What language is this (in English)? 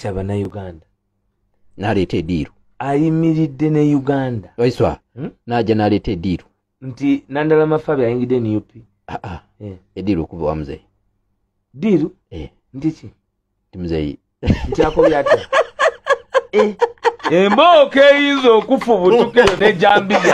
Ganda